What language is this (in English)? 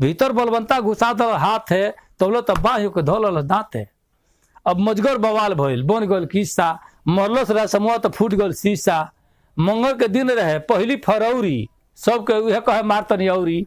Bhojpuri